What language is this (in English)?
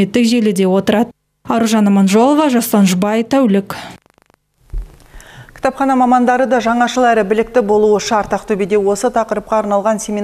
Kazakh